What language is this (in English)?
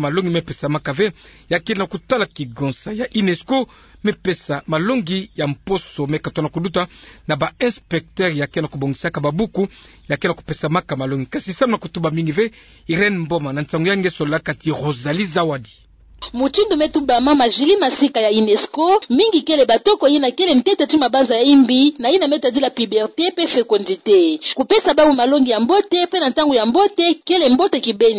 Kituba (Democratic Republic of Congo)